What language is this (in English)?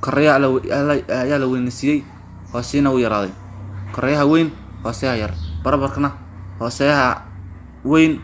Somali